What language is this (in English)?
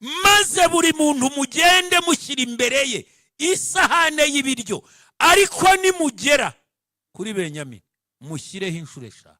Kinyarwanda